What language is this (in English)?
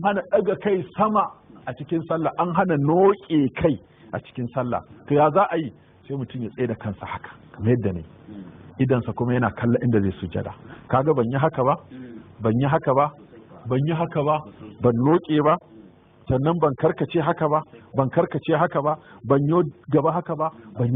Hausa